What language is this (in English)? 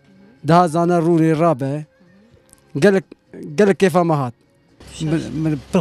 Kurdish